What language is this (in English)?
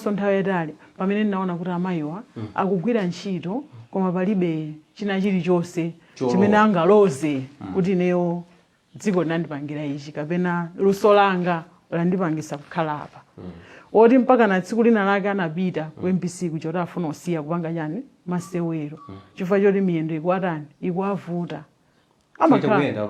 Nyanja